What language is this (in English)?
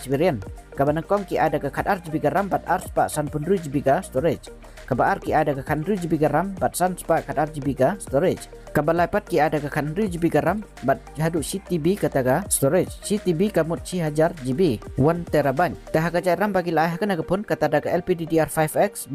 Khasi